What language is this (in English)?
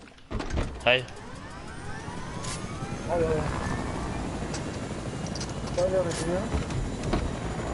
Bulgarian